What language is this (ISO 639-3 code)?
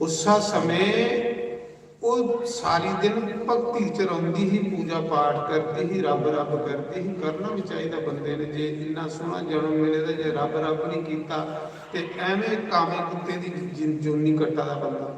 doi